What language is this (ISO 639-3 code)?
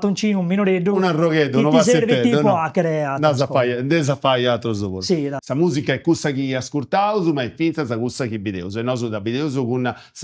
srd